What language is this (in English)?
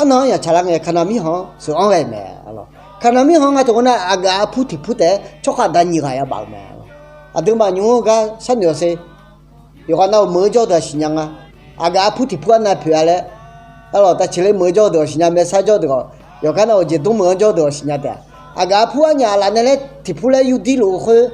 Akha